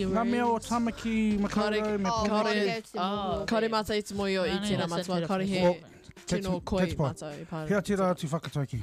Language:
Māori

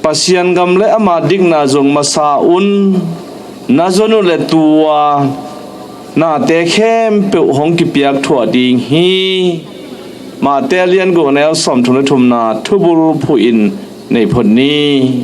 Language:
Tedim Chin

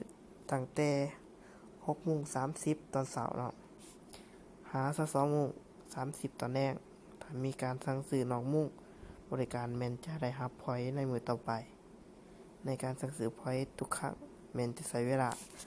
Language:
Lao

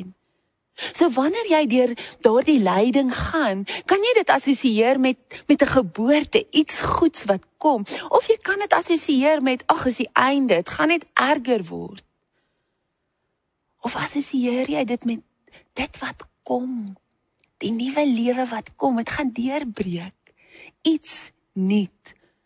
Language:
Afrikaans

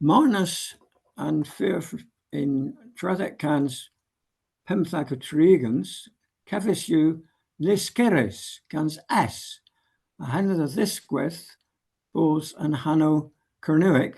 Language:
Cornish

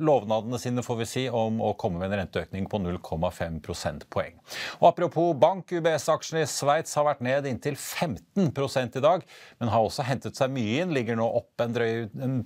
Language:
Norwegian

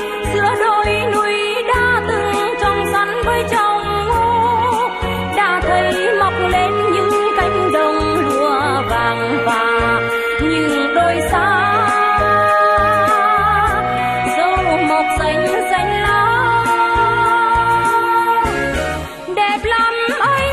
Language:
Vietnamese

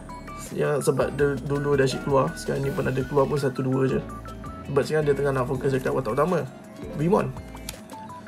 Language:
Malay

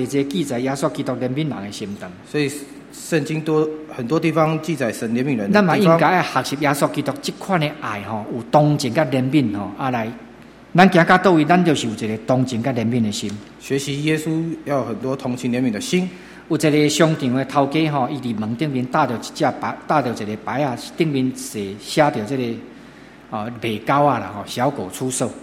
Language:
Min Nan Chinese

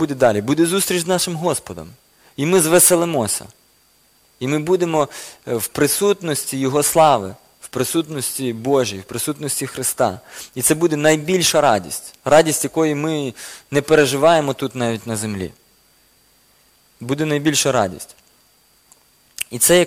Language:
Ukrainian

